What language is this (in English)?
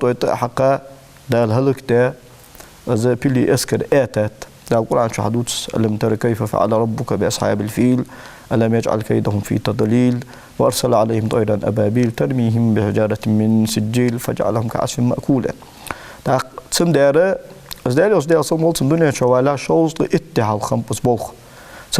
Ingush